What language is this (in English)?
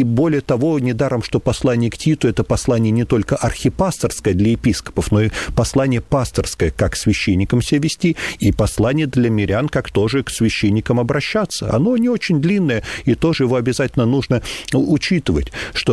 Russian